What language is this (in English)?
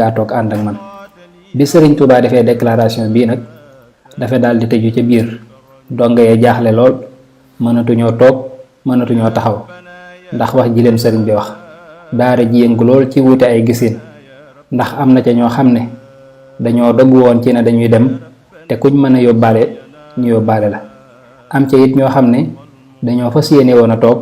Wolof